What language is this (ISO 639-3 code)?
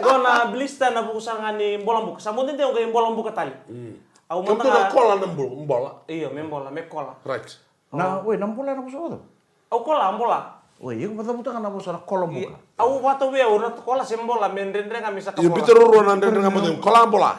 fij